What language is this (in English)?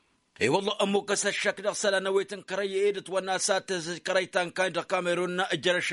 Tamasheq